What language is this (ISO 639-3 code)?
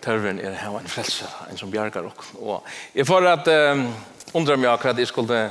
fao